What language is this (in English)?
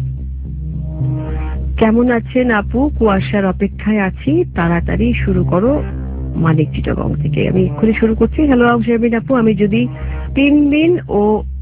Bangla